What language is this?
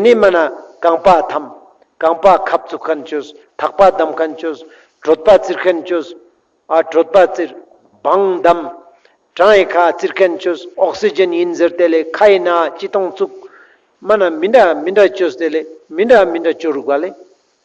Ladakhi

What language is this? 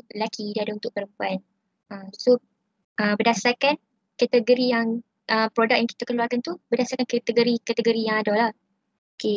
Malay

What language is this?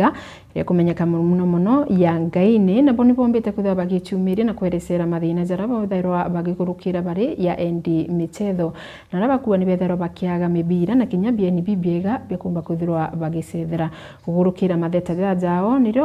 Meru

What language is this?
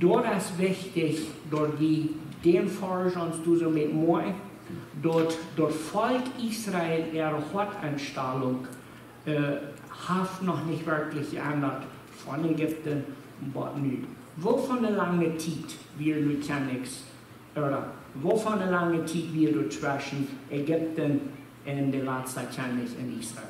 Plautdietsch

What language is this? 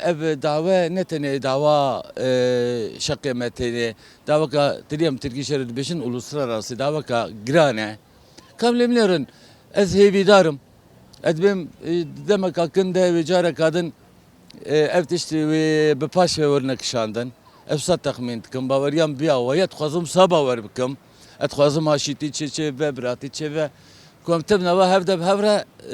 Kurdish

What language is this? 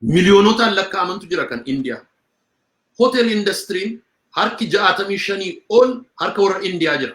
Oromo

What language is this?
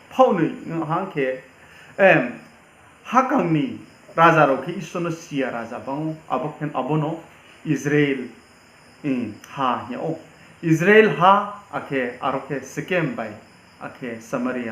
Riang (India)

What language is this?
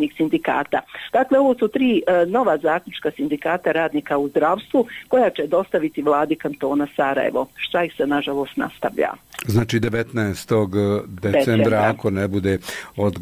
Bosnian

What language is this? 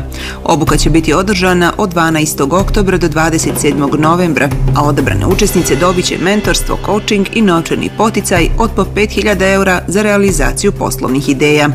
Bosnian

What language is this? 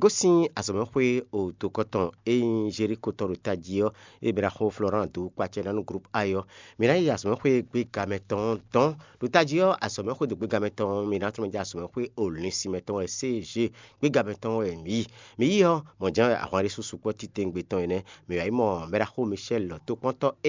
Fon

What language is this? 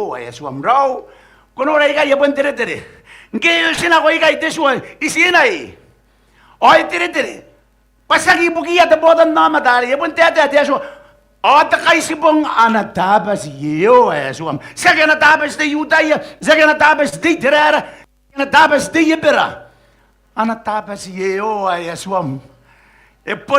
Gilbertese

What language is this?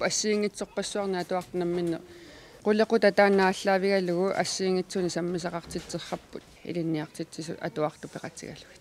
Kalaallisut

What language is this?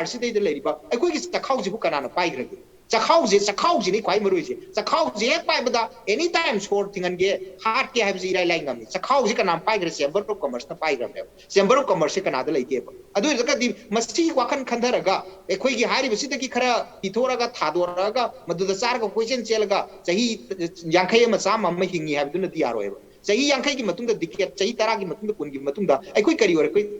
Manipuri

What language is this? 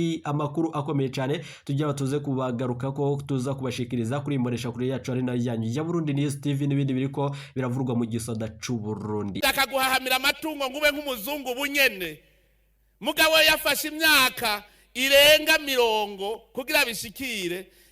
Rundi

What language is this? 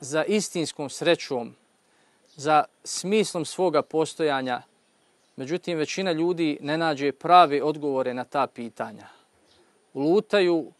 Bosnian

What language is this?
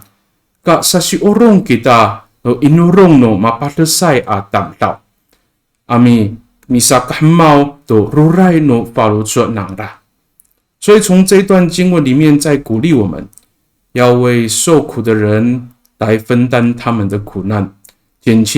Amis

